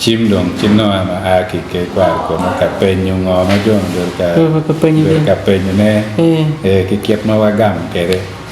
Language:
Acoli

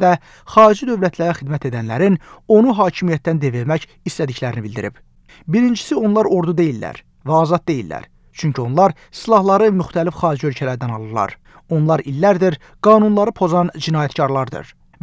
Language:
Azerbaijani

